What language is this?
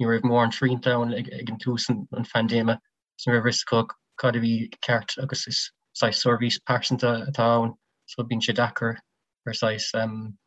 Irish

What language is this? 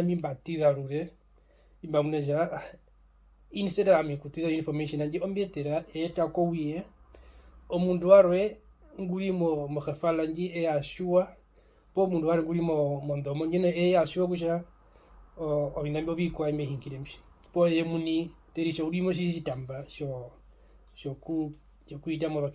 Herero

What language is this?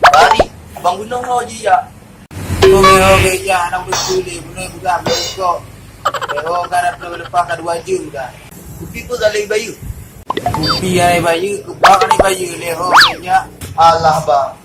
Achinese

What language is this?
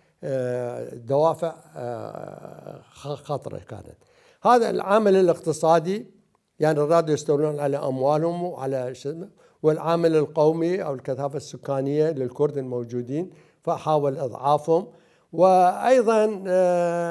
Mesopotamian Arabic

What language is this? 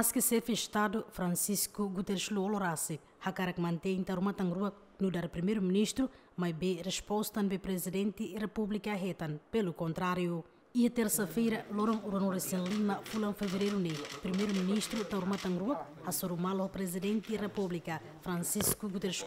Tetum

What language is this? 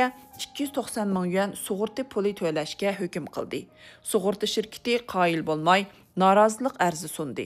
Uyghur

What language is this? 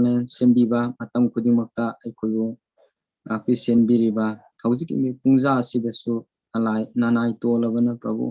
Manipuri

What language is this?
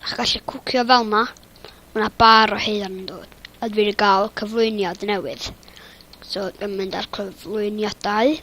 Welsh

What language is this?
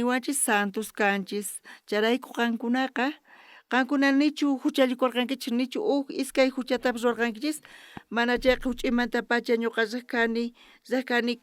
South Bolivian Quechua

